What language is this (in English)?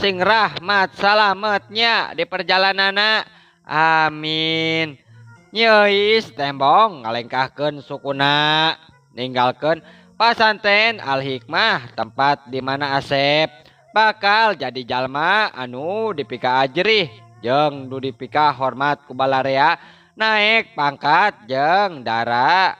Sundanese